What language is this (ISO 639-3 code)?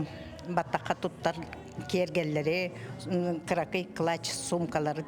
sah